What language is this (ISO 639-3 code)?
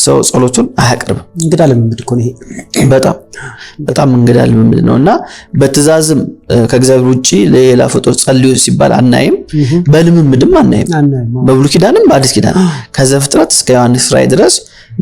amh